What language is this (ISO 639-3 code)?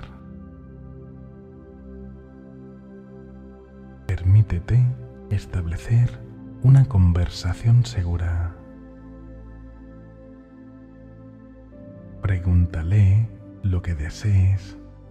spa